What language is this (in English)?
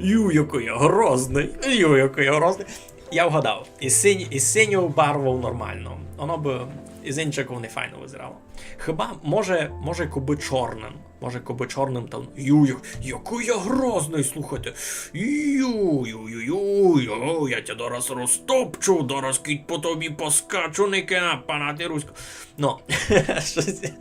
Rusyn